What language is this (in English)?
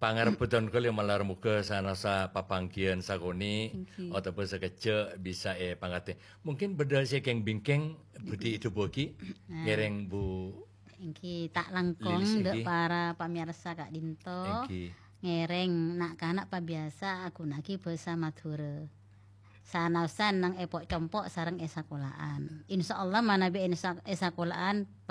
Madurese